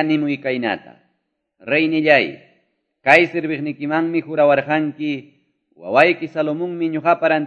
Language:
Quechua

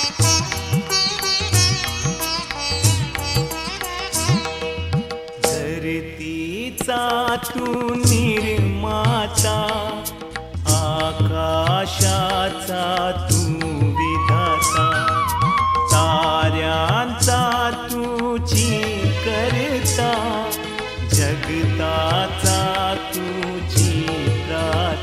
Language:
Marathi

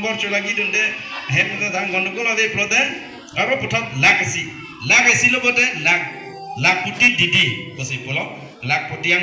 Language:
Karbi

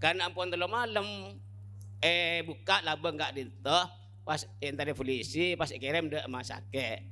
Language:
Madurese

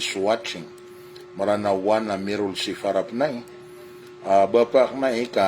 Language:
Maranao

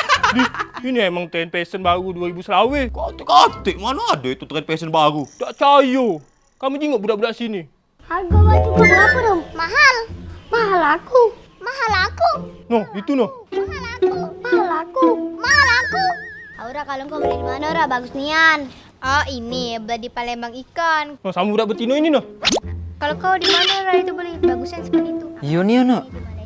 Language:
Musi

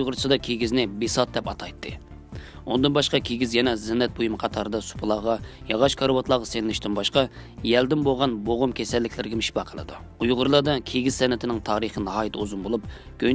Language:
Uyghur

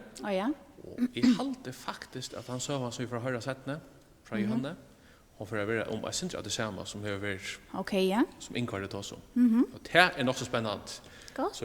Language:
Faroese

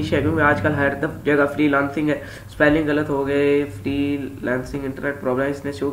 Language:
Hindi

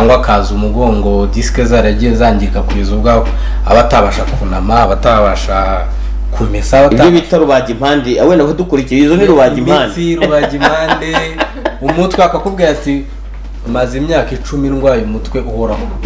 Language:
Kinyarwanda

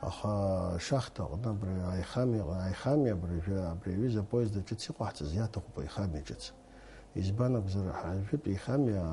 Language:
Abkhazian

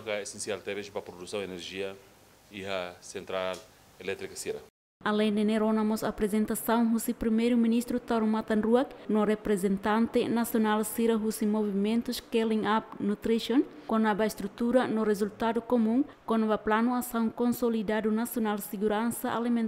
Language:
Tetum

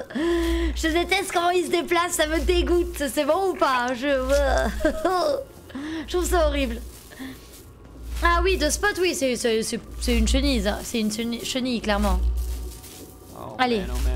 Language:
French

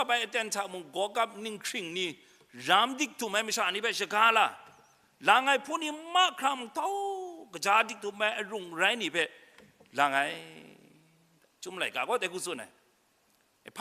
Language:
Kachin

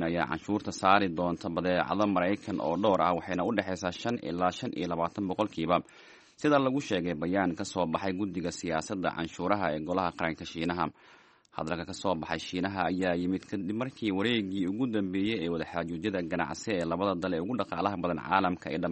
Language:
Somali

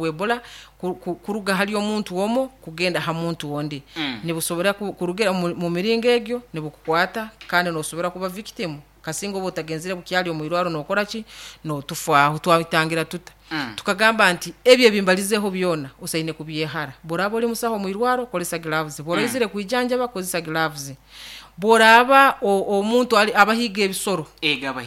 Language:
Nyoro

